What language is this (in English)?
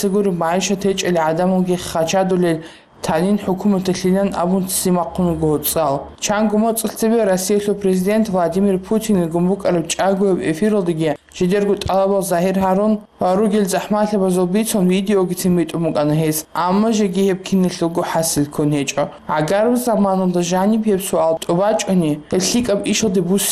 Avaric